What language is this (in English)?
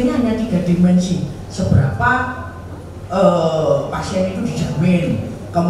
Indonesian